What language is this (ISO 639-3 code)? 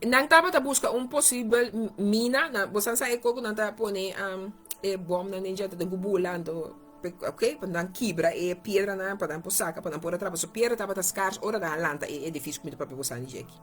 pap